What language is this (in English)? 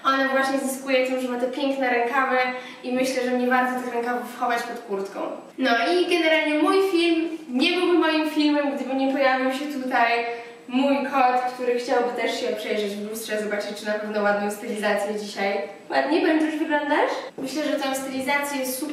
Polish